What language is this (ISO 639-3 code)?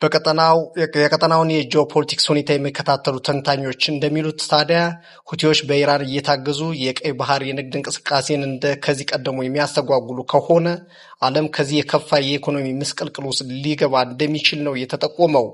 amh